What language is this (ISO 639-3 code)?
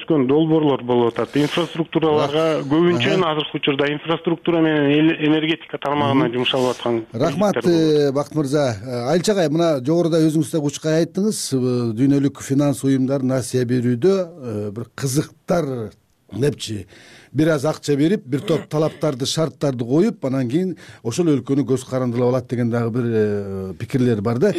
kir